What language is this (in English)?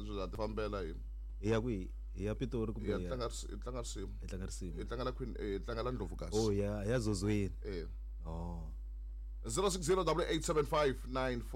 Tsonga